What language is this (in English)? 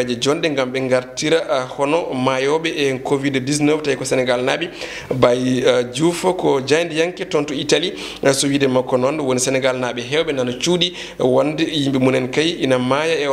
Fula